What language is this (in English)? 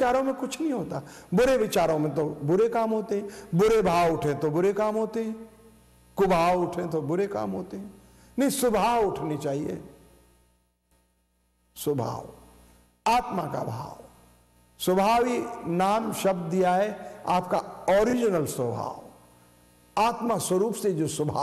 Hindi